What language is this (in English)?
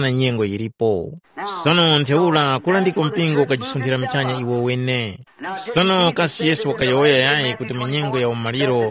Tumbuka